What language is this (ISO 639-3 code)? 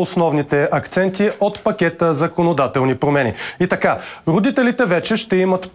bul